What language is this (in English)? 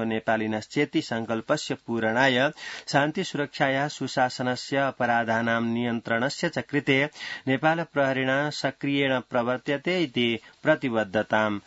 Sanskrit